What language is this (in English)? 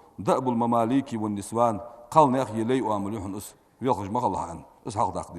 Ingush